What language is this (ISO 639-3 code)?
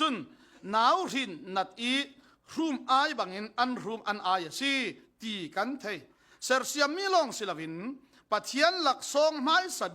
cfm